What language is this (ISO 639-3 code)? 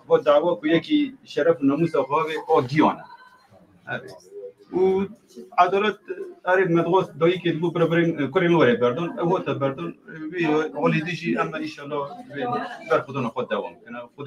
kur